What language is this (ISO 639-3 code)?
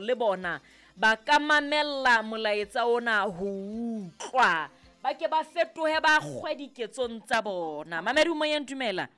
sot